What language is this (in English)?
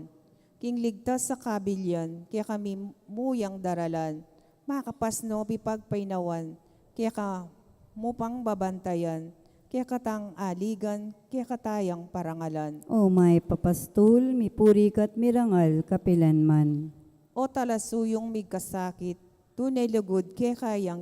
Pampanga